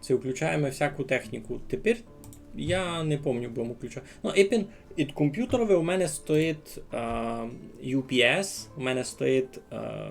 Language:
Rusyn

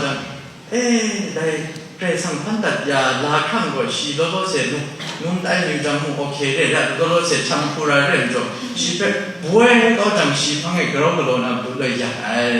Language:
Kachin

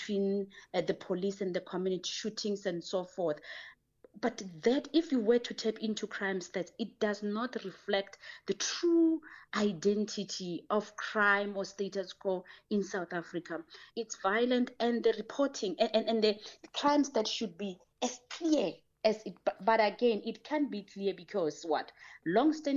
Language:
English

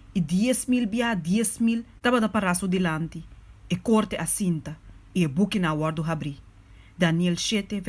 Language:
Papiamento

